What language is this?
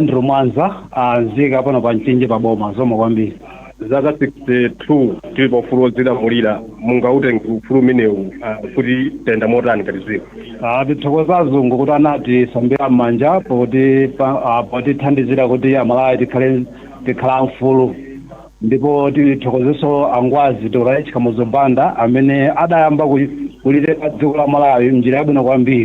Nyanja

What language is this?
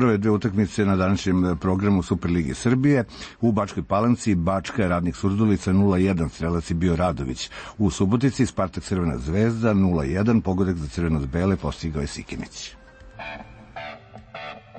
Serbian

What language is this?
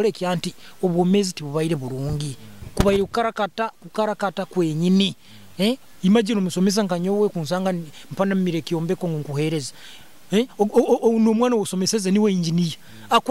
Nyoro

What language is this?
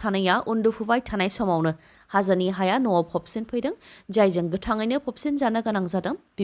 Bodo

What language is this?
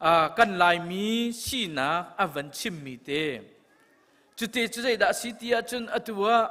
Hakha Chin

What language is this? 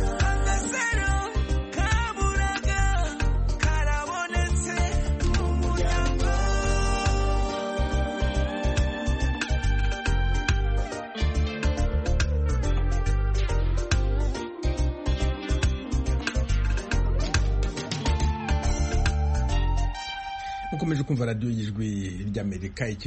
Kinyarwanda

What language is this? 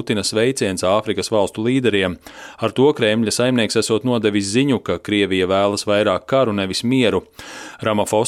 Latvian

